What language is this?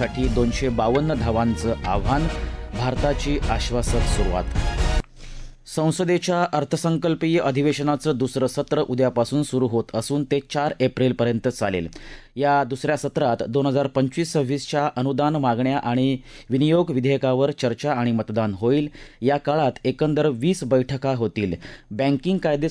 Marathi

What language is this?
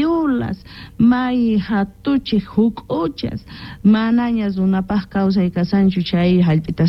Quechua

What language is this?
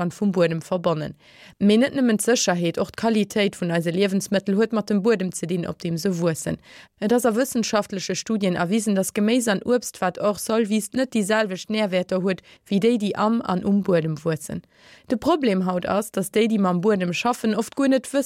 Luxembourgish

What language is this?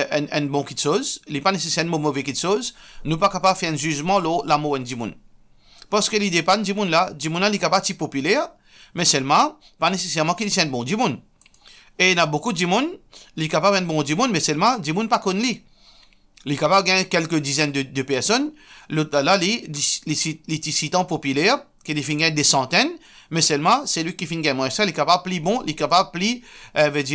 Morisyen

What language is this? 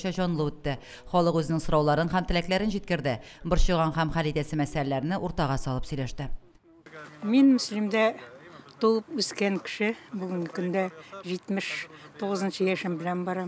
Tatar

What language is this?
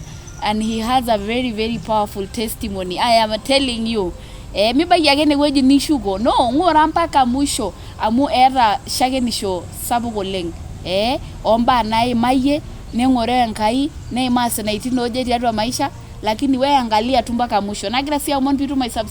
Masai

